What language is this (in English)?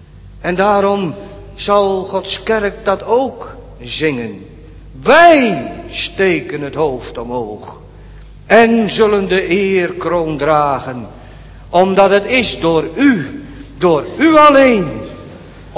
Dutch